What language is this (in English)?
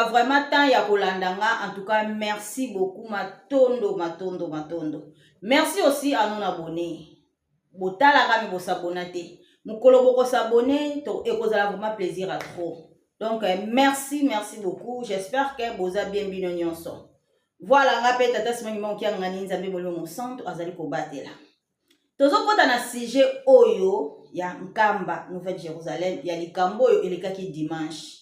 Lingala